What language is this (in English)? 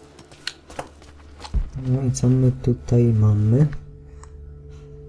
Polish